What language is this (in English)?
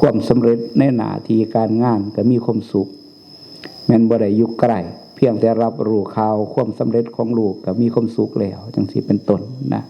Northeastern Thai